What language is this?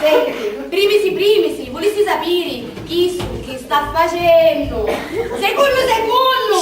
Sicilian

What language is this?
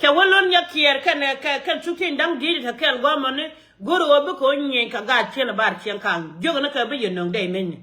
Nuer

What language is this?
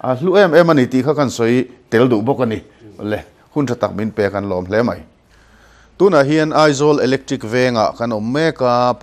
Mizo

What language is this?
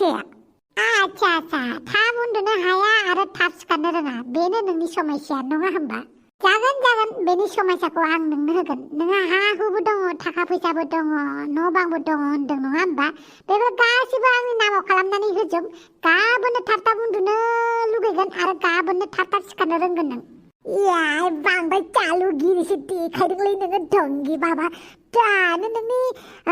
Bodo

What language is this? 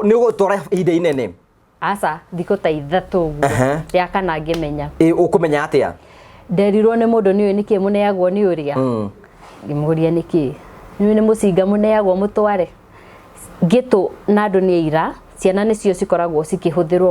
Kikuyu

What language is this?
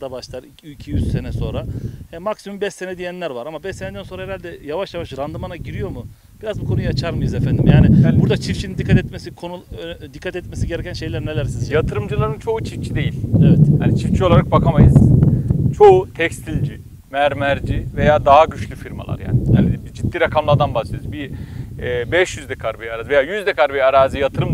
Turkish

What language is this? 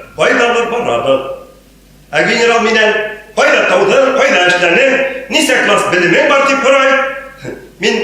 Bashkir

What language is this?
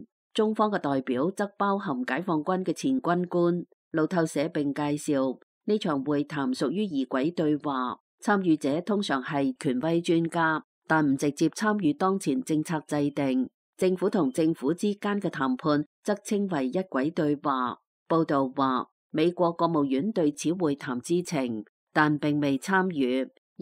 Cantonese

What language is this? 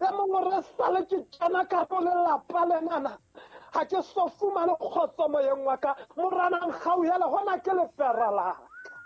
Southern Sotho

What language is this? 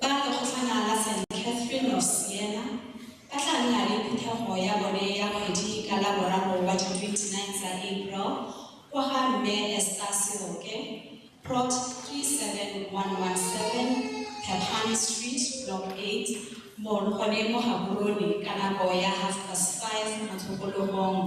Tswana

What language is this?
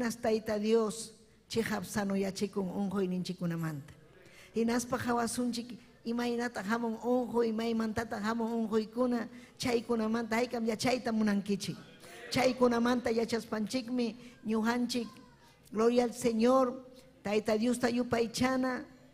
Ayacucho Quechua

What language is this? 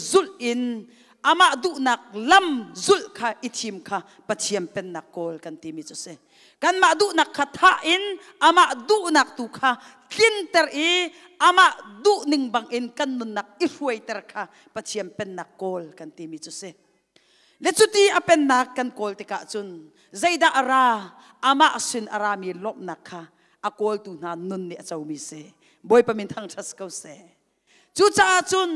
Hakha Chin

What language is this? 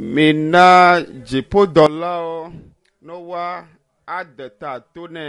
Ewe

